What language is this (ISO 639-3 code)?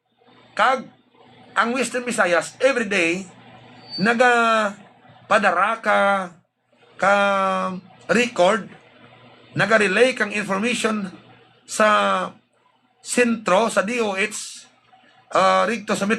hil